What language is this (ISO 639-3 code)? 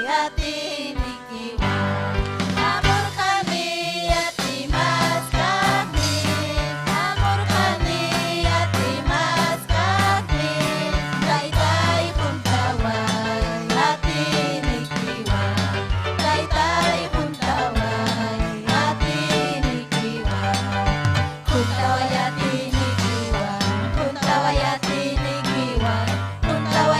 quy